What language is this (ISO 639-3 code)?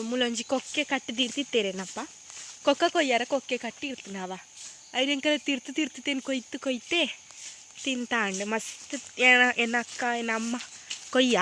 tcy